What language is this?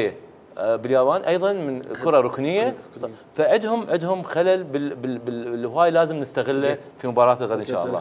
Mesopotamian Arabic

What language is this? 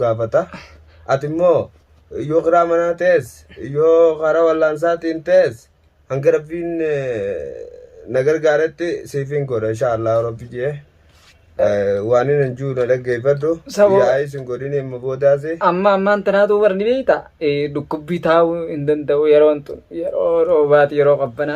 Oromo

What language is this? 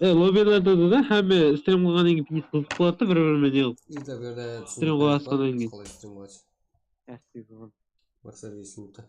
Kara-Kalpak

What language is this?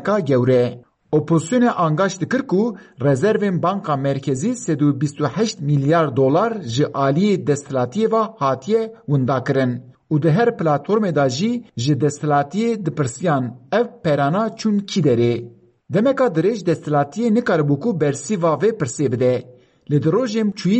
Kurdish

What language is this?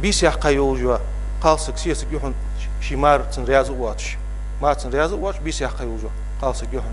Ingush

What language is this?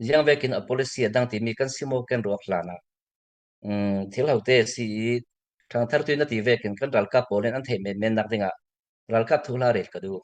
Falam Chin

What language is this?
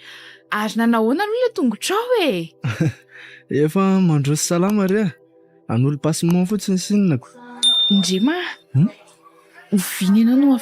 Malagasy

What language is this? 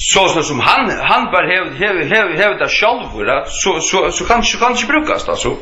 Faroese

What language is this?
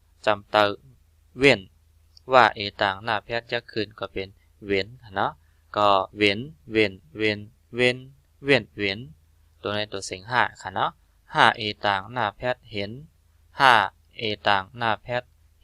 Shan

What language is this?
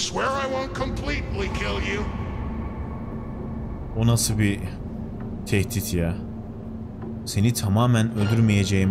Turkish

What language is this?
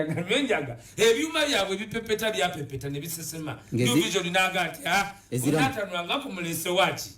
Ganda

